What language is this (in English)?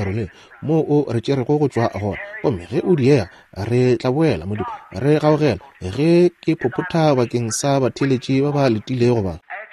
Northern Sotho